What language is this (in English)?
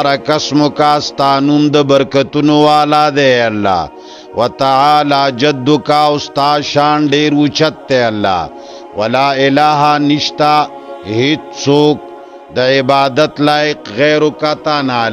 Pashto